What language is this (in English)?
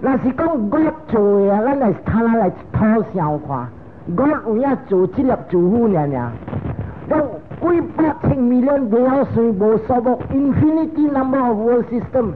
Min Nan Chinese